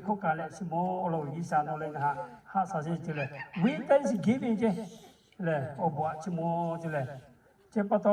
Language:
Lahu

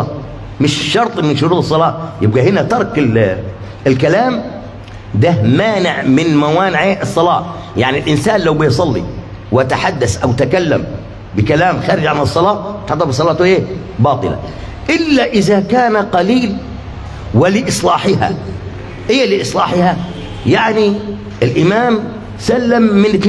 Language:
Egyptian Arabic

